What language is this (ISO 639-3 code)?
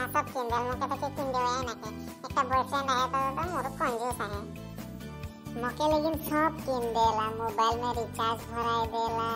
sck